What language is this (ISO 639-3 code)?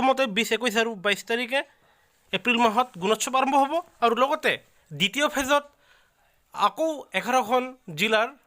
asm